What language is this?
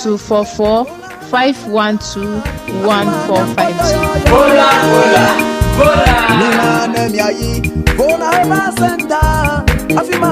Ewe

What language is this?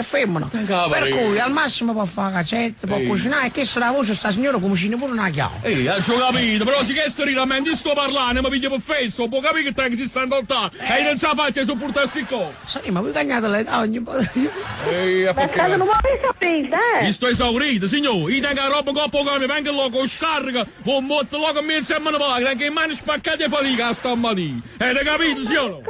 Neapolitan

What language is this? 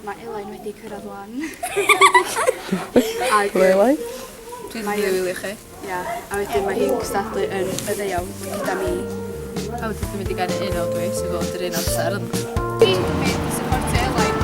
Welsh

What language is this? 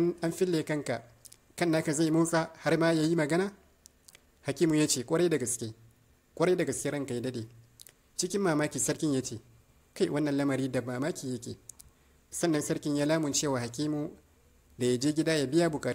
Hausa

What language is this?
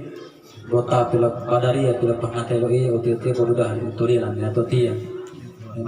Gorontalo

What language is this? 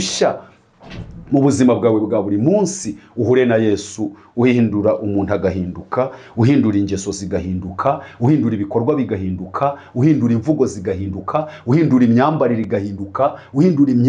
Kinyarwanda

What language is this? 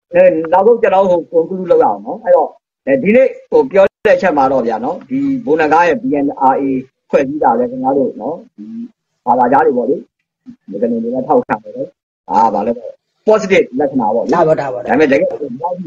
Burmese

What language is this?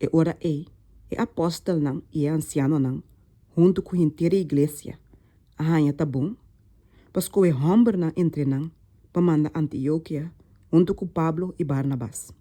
Papiamento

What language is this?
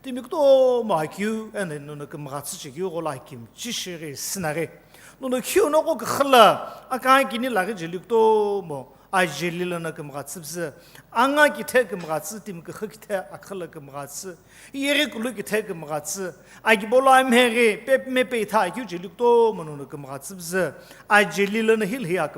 Sumi Naga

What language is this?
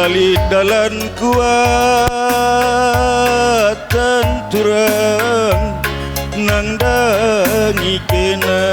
Batak Karo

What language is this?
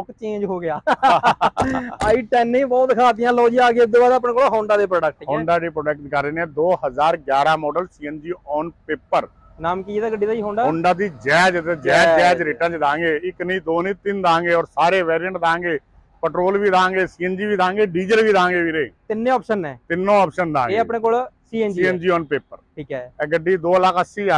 Punjabi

